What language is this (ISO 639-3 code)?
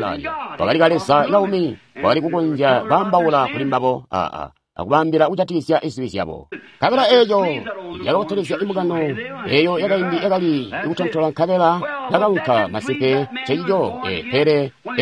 toi